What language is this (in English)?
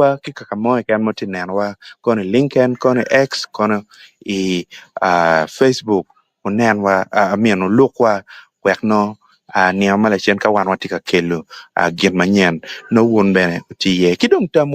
Acoli